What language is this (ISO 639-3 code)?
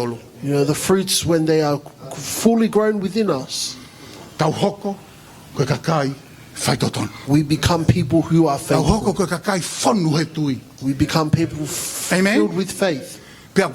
ton